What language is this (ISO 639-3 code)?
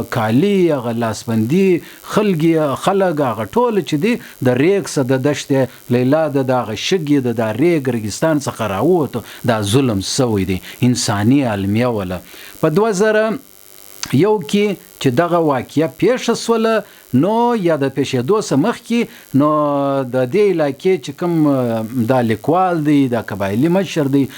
pus